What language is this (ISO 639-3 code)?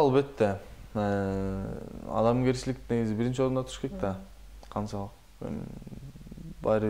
kir